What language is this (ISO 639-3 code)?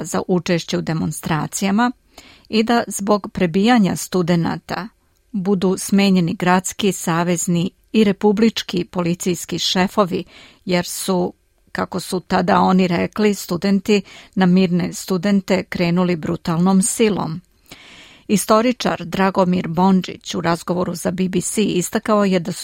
srp